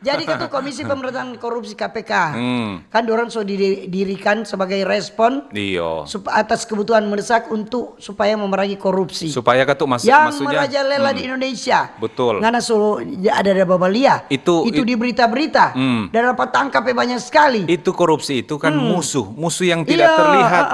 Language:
Manado Malay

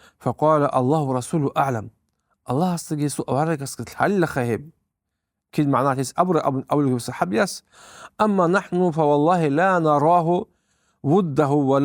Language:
Avaric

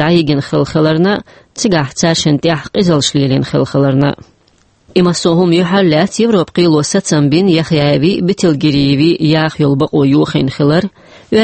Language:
Chechen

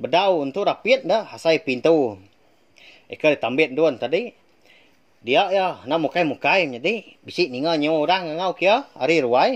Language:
Iban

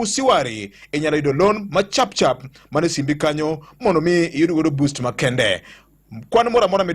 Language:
Luo (Kenya and Tanzania)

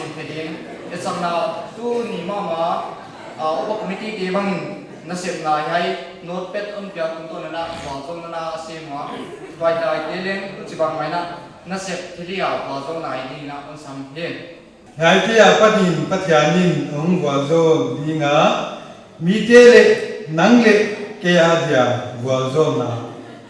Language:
Paite Chin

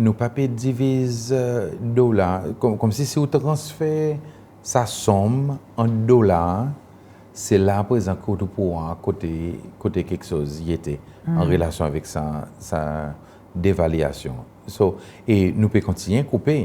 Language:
Seselwa Creole French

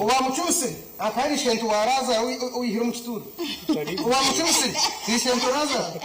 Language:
Nyankole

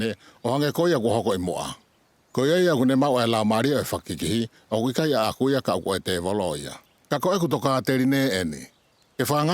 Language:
Tongan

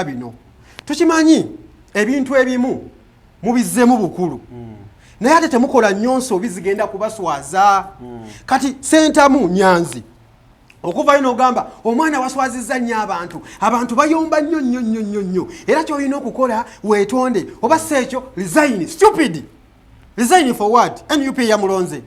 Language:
Ganda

